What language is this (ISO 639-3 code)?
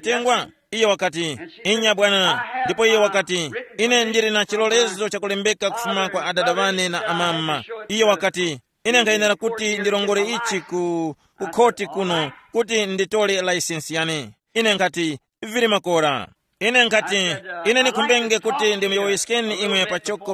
tum